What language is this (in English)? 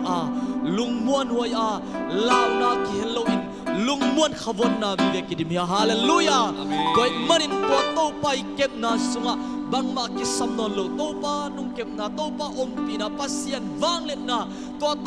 Tedim Chin